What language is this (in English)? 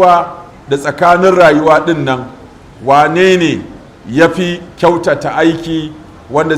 Hausa